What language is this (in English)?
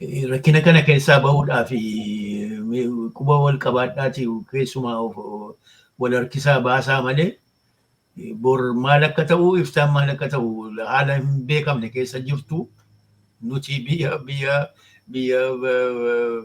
Oromo